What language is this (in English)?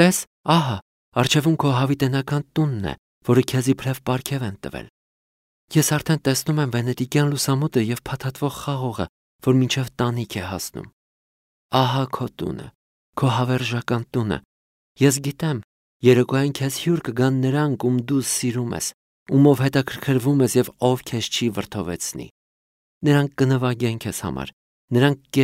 Armenian